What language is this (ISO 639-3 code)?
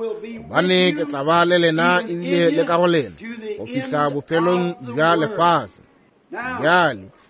nso